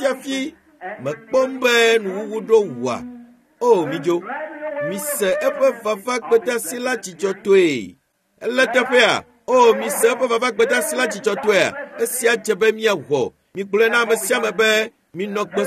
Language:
Ewe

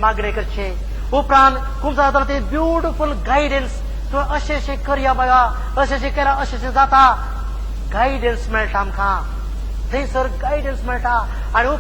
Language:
Konkani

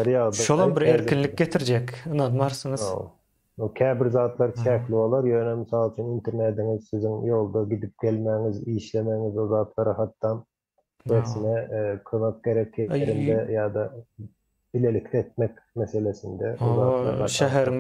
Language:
Turkmen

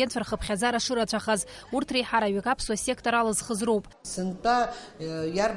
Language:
Abkhazian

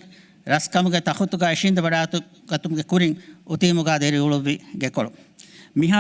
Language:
Divehi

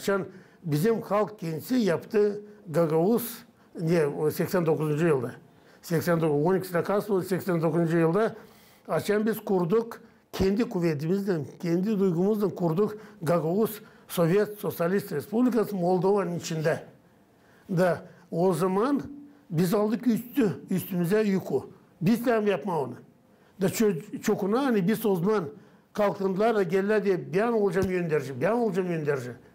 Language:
Gagauz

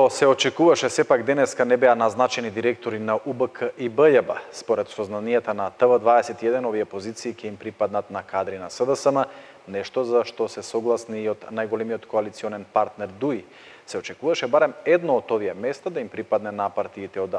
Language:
Macedonian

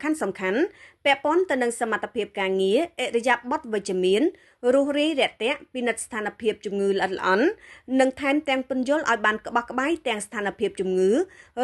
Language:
Khmer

